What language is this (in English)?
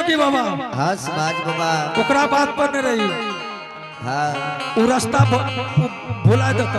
Angika